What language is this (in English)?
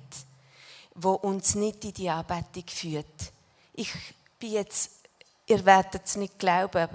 Swiss German